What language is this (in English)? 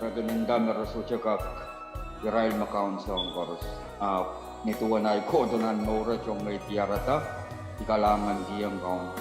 Pohnpeian